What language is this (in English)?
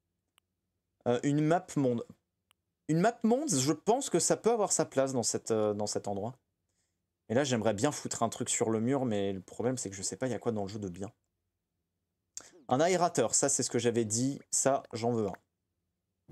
French